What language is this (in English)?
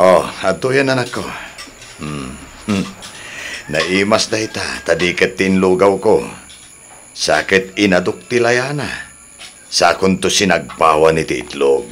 Iloko